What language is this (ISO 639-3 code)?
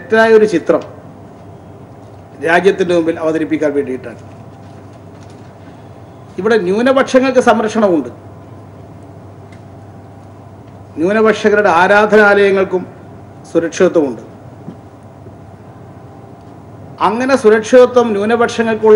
mal